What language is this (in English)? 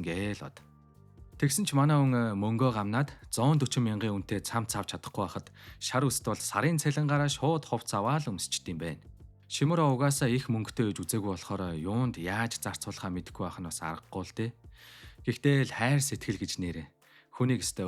Mongolian